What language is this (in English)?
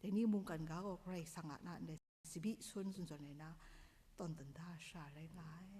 Kachin